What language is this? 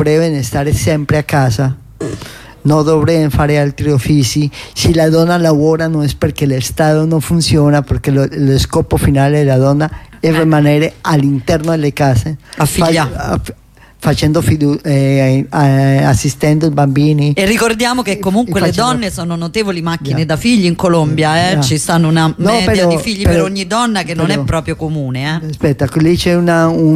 Italian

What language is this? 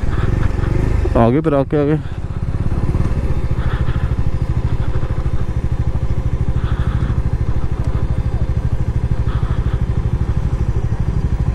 Hindi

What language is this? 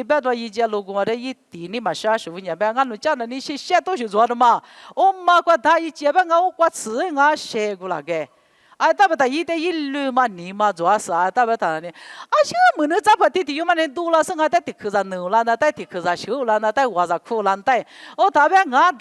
Lisu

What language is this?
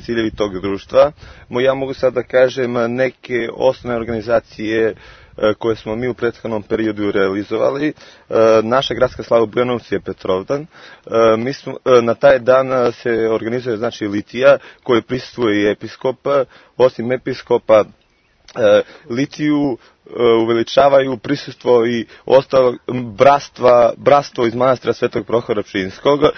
Serbian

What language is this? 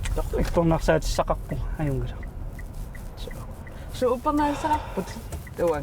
Kalaallisut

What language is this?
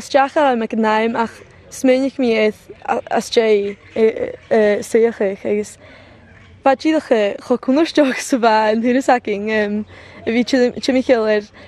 Scottish Gaelic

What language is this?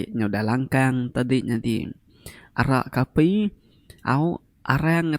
Iban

